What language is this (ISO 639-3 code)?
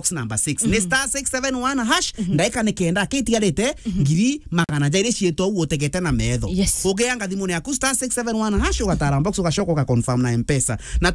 mer